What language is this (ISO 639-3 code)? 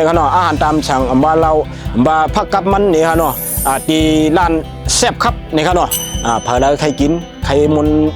shn